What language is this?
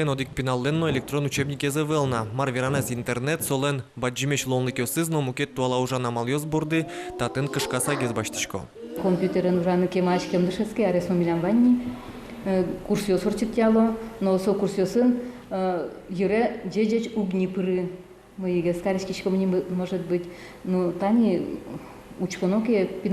Udmurt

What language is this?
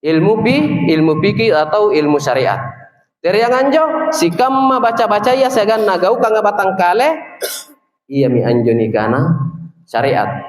Makasar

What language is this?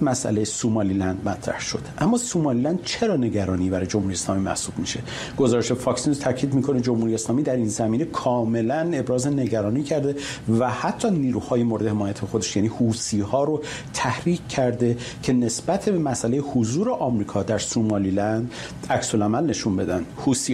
Persian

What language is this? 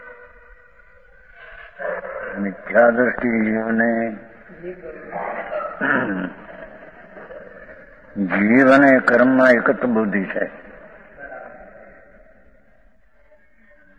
Gujarati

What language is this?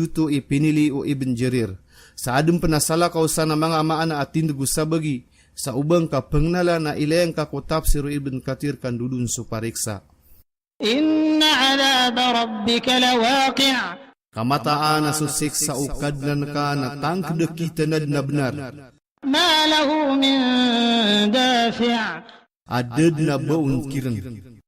Maranao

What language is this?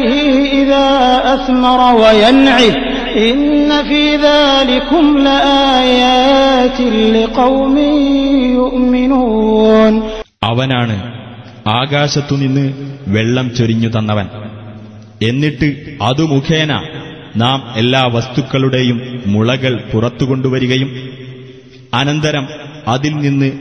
Malayalam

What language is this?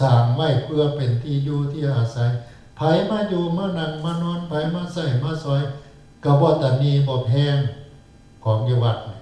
Northeastern Thai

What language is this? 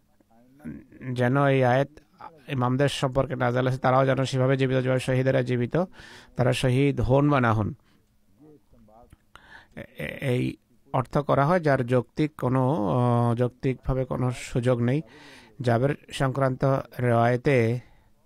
Bangla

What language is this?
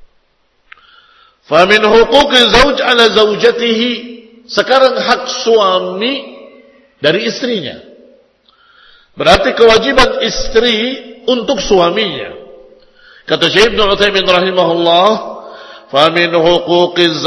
Indonesian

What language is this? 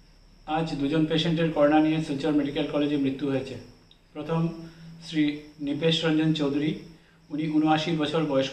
Bangla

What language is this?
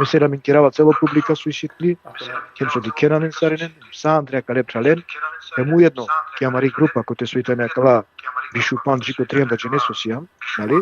Balkan Romani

